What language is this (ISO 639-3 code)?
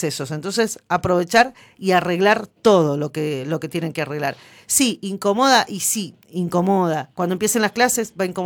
spa